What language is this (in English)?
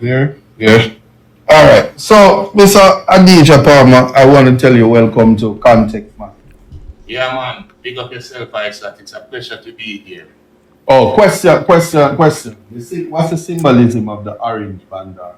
Jamaican Creole English